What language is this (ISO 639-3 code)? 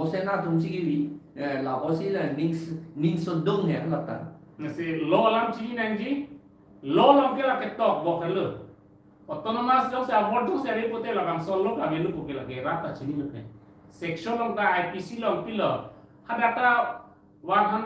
mjw